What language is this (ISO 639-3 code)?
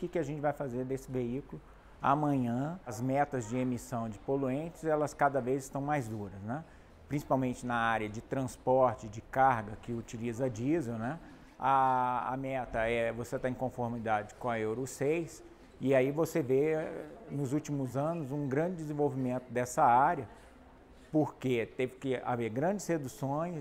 por